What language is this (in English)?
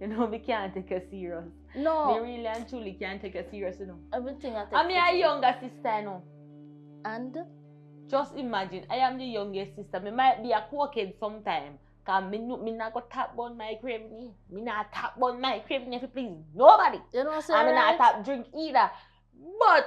Jamaican Creole English